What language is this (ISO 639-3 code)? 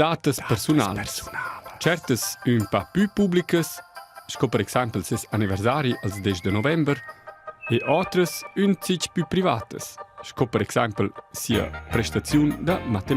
roh